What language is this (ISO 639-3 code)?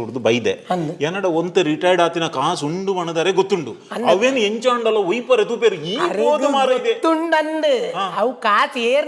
tcy